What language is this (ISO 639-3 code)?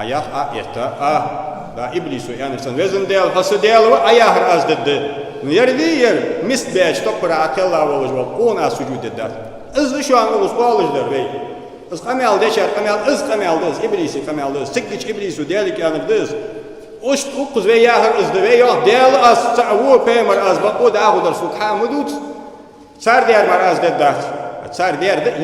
inh